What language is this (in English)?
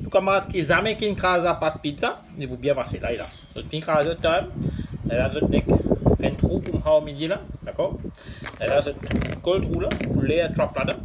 Morisyen